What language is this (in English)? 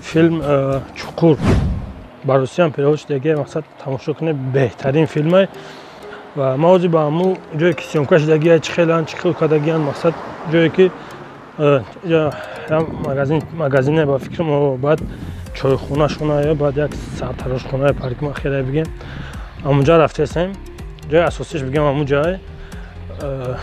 Tajik